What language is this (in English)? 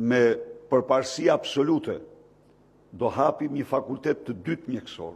Albanian